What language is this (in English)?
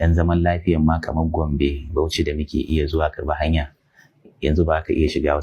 Hausa